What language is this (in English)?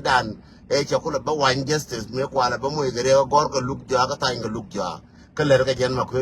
Nuer